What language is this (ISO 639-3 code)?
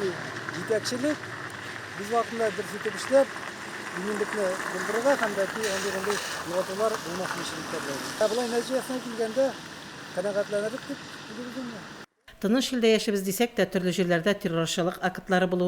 tat